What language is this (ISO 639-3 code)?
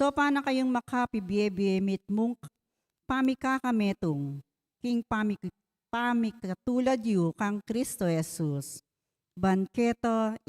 pam